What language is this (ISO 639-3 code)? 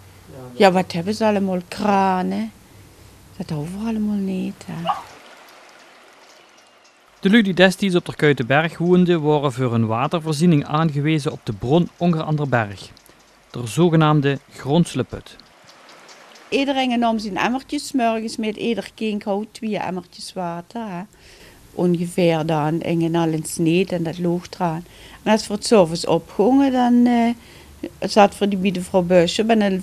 nld